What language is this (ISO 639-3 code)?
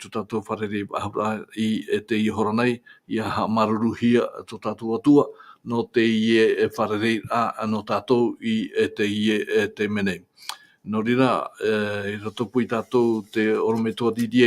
tah